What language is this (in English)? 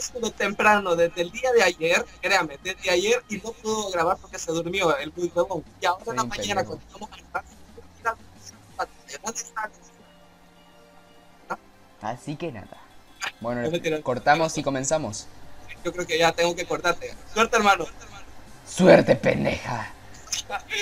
Spanish